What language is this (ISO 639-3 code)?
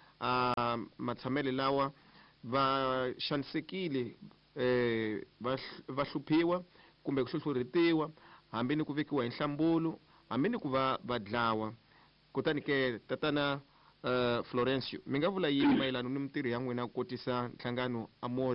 tso